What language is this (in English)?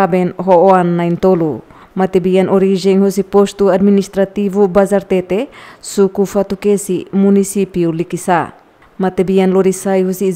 Tetum